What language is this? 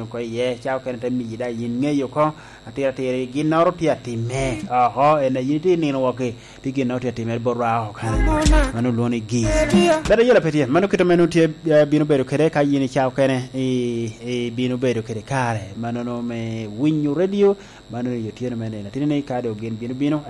Lango (Uganda)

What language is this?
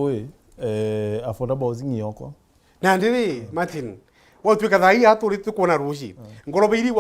Meru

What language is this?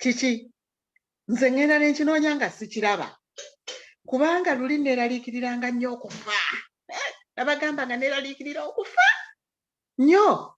Ganda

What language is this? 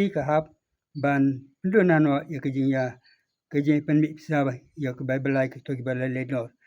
Khasi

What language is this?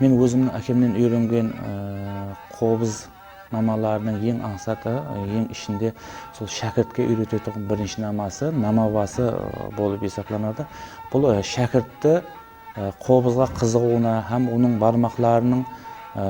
Kara-Kalpak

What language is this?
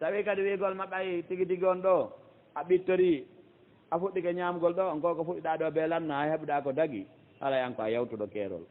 Fula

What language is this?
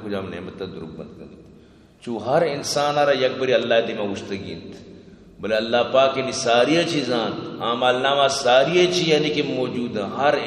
Eastern Balochi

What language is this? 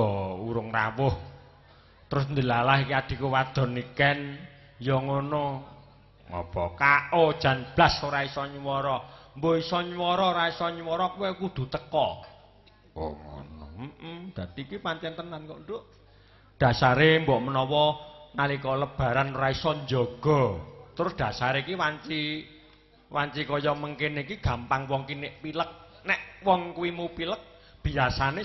Javanese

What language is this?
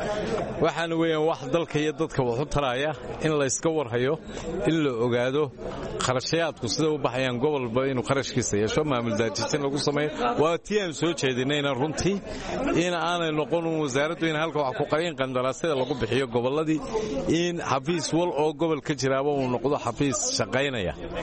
Somali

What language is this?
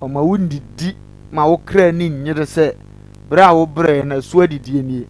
Akan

